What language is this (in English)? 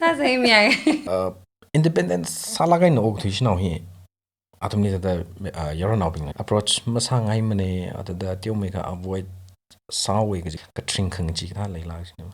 Tangkhul Naga (India)